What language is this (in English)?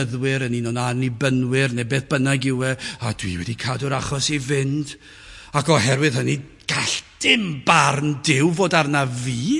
Welsh